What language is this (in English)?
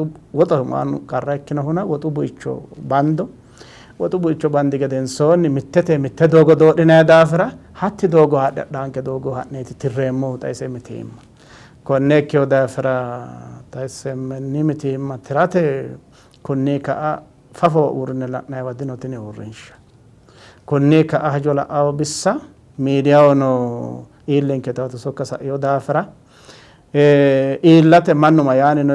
Sidamo